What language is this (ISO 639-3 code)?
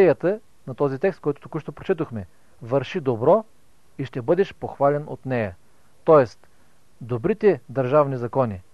bul